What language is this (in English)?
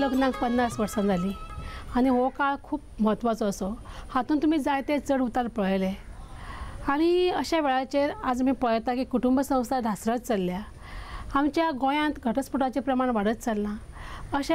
Konkani